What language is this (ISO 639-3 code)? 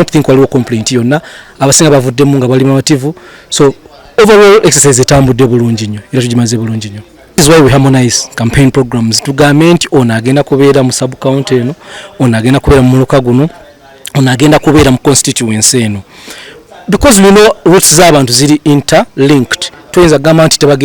lug